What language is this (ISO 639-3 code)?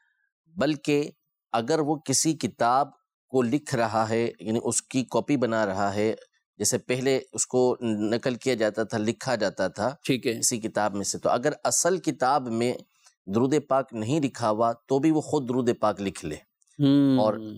urd